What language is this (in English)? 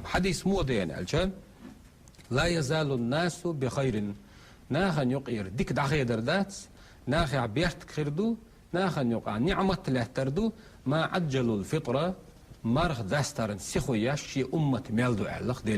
Chechen